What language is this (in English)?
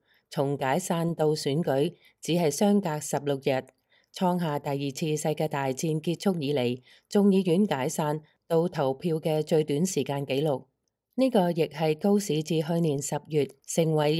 Cantonese